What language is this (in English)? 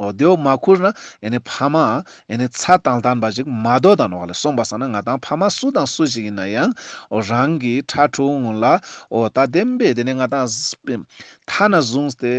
Ladakhi